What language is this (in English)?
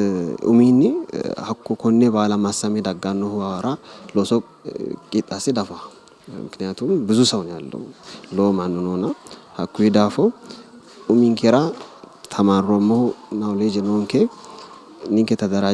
Sidamo